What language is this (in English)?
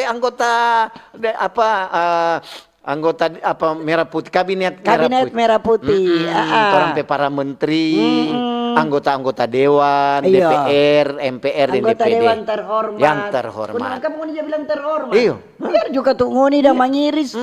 Manado Malay